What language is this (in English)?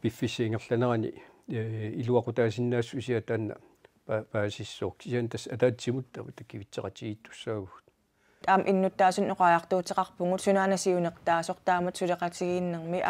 Kalaallisut